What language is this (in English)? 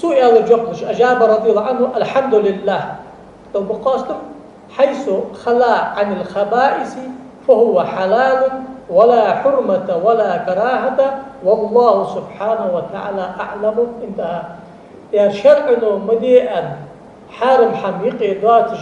Ingush